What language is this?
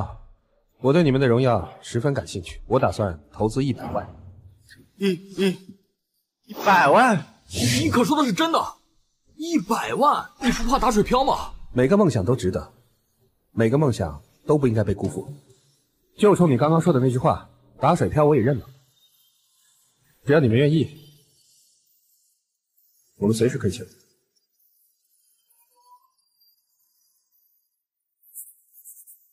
Chinese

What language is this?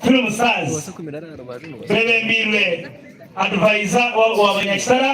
Nyankole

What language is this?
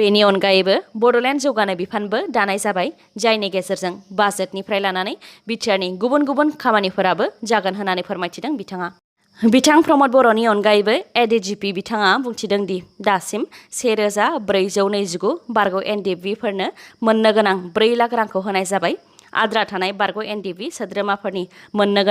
Bodo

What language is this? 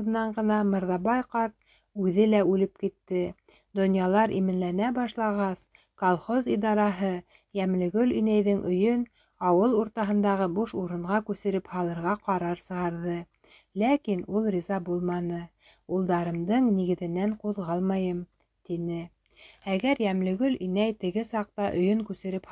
Bashkir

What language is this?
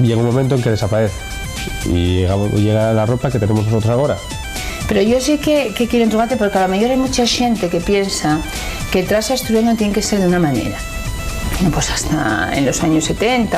Asturian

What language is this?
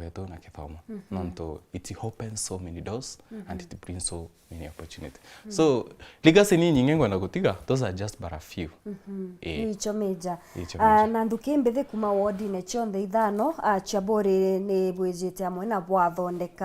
Meru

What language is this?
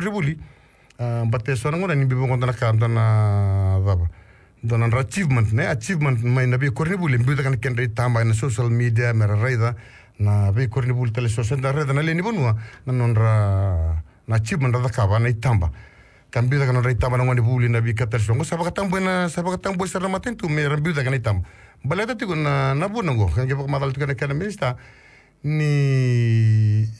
Fijian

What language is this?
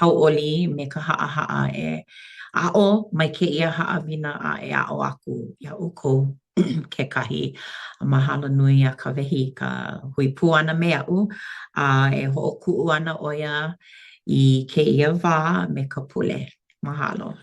Hawaiian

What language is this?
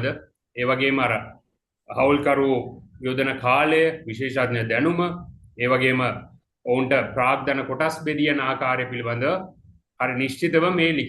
Sinhala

